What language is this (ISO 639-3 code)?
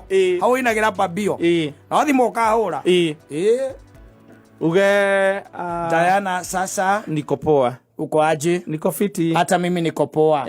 kik